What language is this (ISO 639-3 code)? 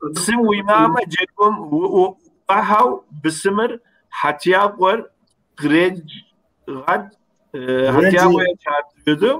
kbd